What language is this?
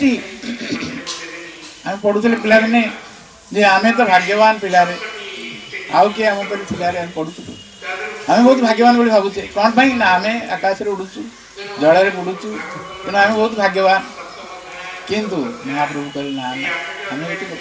Odia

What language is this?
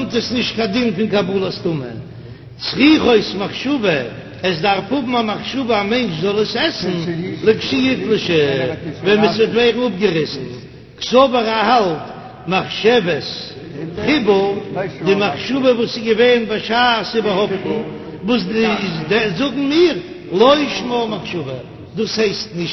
Yiddish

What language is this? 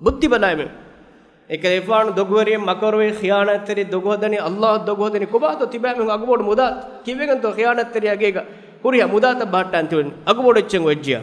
Divehi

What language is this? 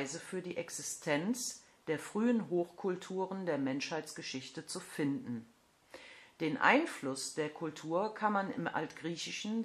German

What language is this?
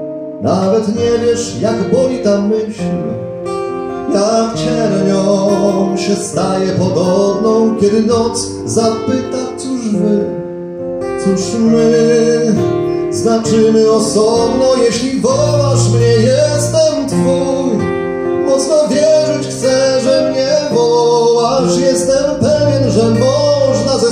Polish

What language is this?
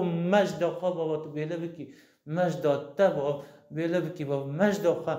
Kurdish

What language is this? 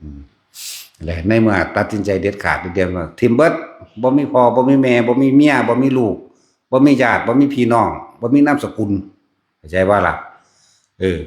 Northeastern Thai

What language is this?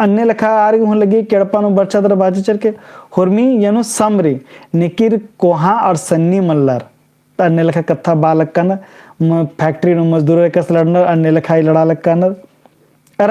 Kurukh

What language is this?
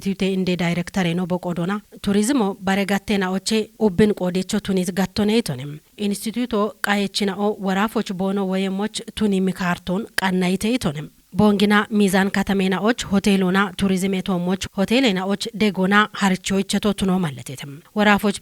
Kafa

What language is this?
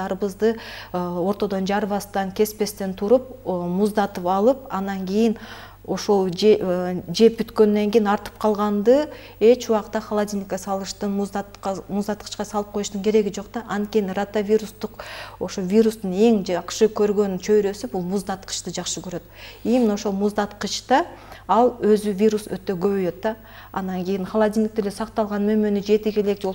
Kyrgyz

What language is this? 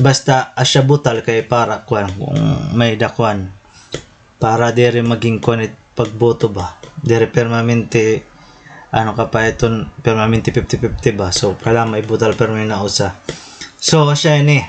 Waray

